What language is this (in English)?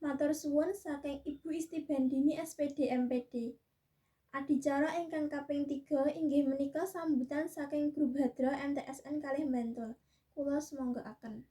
Javanese